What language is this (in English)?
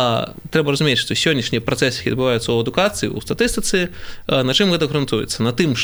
Belarusian